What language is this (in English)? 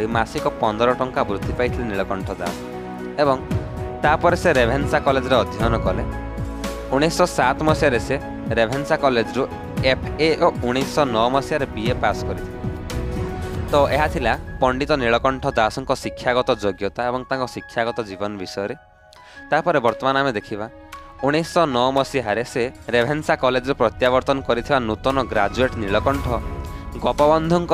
Odia